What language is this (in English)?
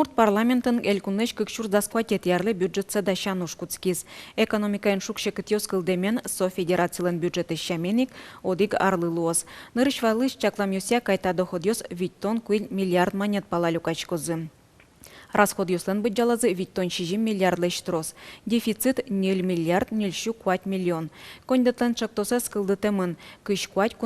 Udmurt